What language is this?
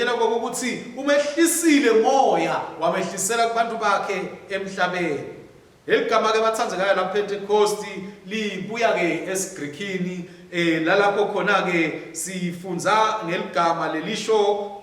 Swati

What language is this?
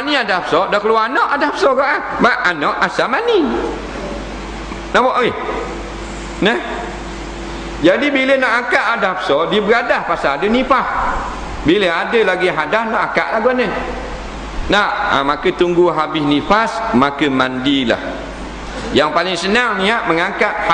Malay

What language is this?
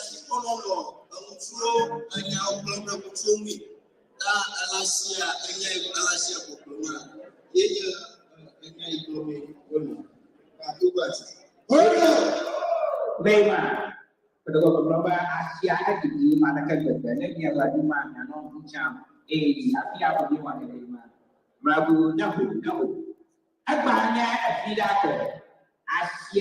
Ewe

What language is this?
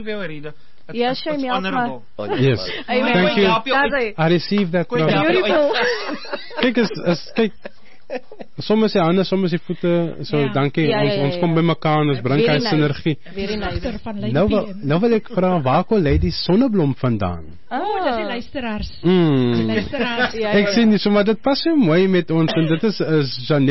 Afrikaans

